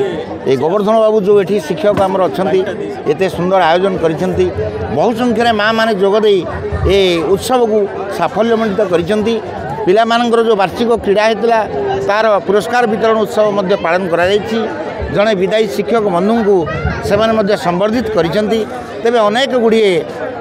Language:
Odia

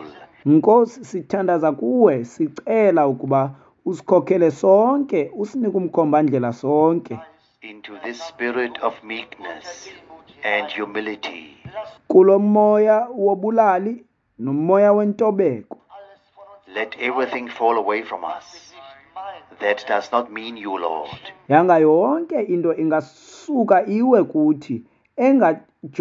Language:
Xhosa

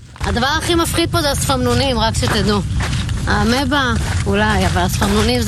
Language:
Hebrew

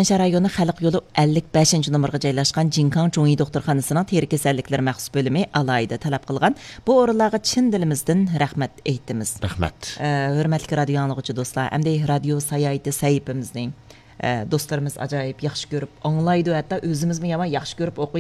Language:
Uyghur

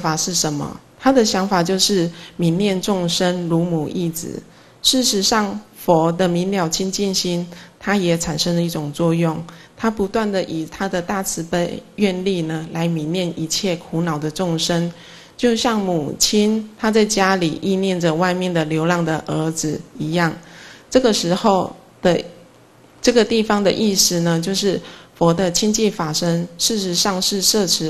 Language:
Chinese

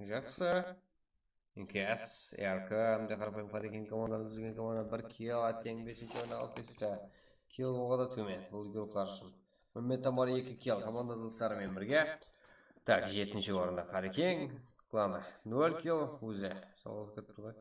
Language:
Kara-Kalpak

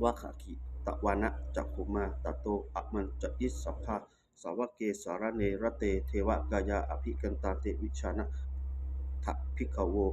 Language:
Pali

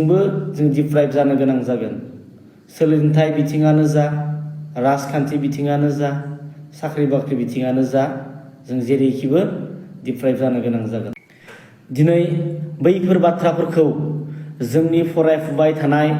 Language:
Bodo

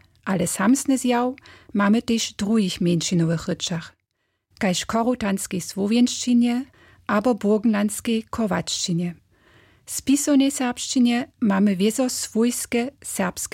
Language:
Upper Sorbian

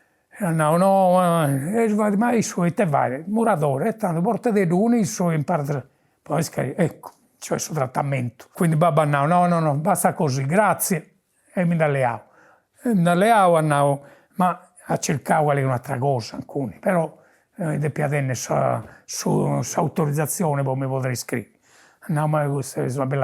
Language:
Sardinian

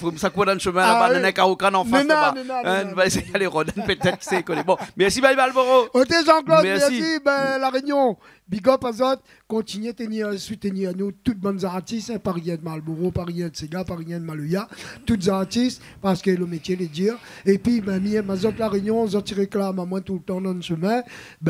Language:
Réunion Creole French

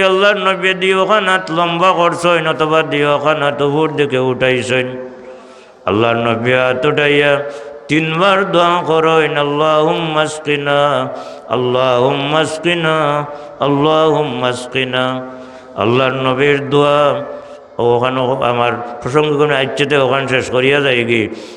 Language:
Sylheti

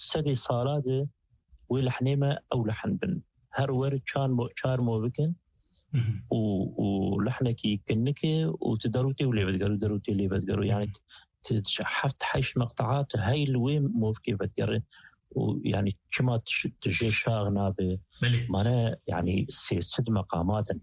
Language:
Kurdish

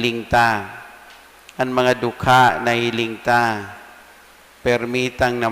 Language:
Bikol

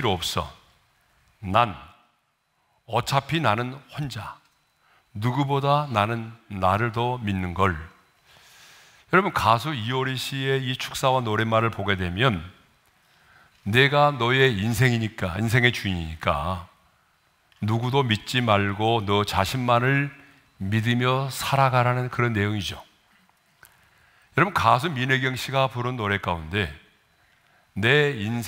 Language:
Korean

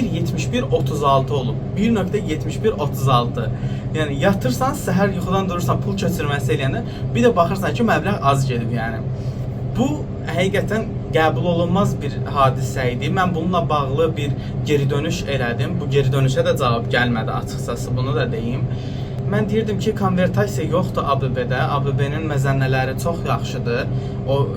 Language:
Azerbaijani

